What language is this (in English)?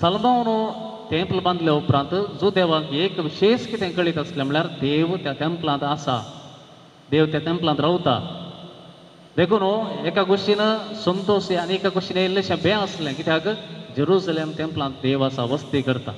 Konkani